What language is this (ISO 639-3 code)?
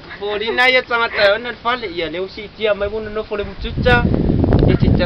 smo